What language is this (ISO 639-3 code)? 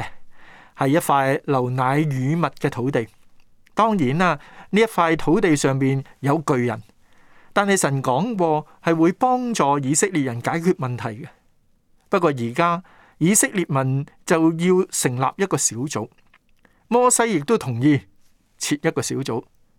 yue